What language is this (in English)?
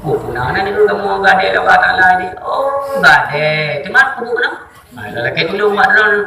Achinese